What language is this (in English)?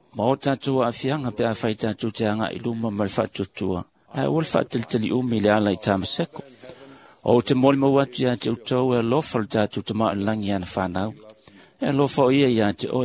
Samoan